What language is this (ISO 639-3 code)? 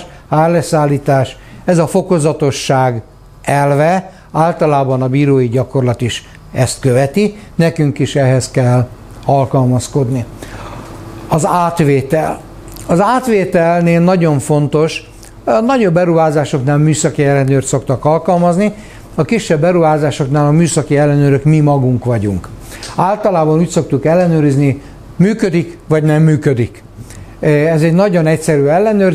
hun